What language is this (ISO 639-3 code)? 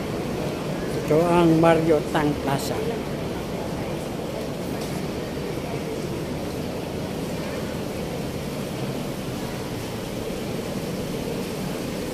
fil